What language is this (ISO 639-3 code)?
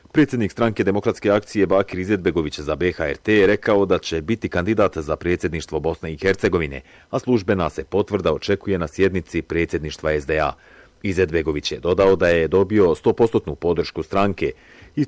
bos